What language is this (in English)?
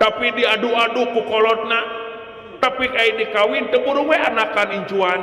Sundanese